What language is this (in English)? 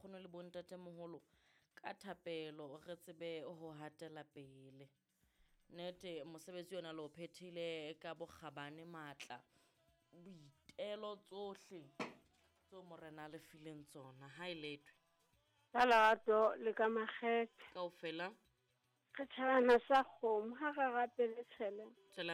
Southern Sotho